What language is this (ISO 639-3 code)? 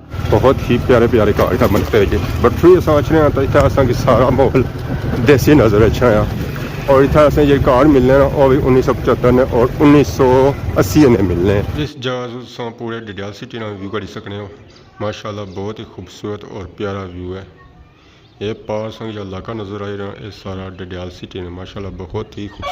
phr